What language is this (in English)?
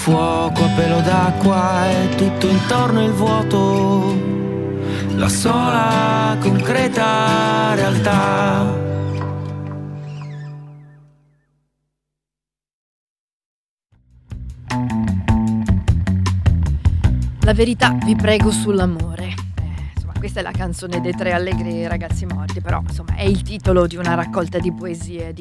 Italian